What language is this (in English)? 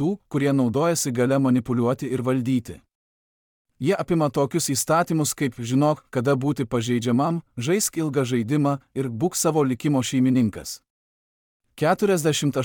Lithuanian